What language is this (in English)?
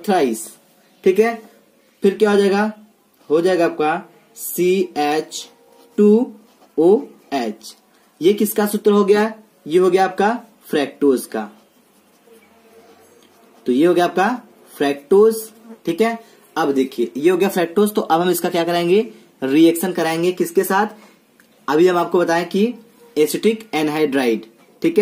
Hindi